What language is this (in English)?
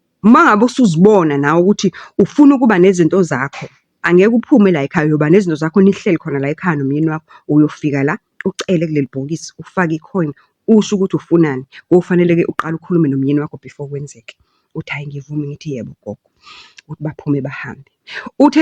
Zulu